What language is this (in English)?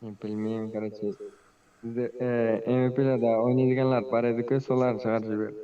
Kara-Kalpak